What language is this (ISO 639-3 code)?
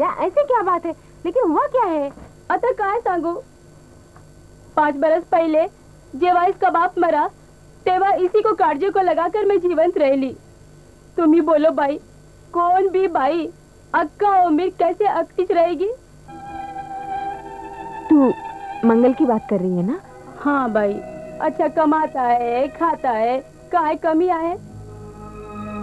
hin